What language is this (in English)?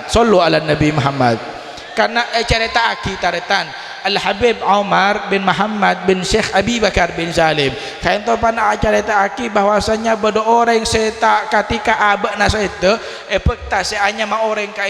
Madurese